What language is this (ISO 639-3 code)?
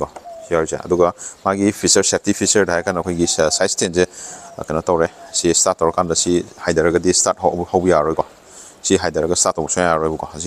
mni